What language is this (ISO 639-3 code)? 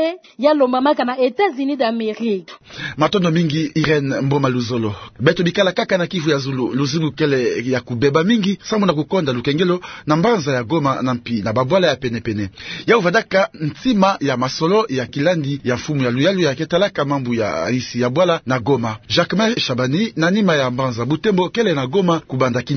ktu